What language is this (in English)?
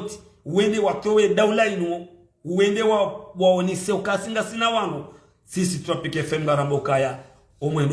Ngazidja Comorian